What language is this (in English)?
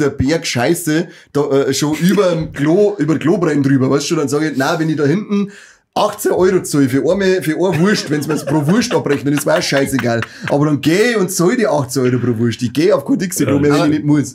Bavarian